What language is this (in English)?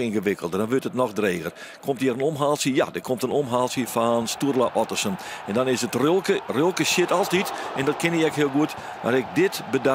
Western Frisian